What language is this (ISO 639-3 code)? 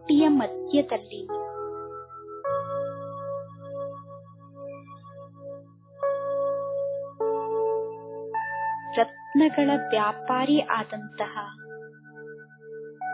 kan